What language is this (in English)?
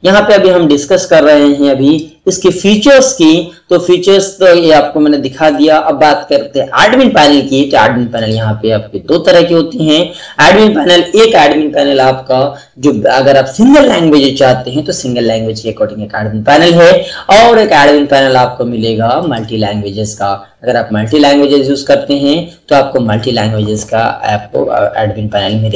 Hindi